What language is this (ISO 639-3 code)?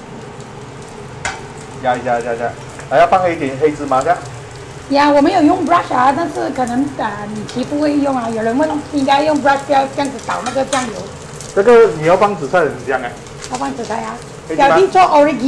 zho